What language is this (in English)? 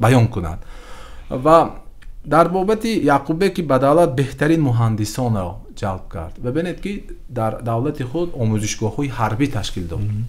Tajik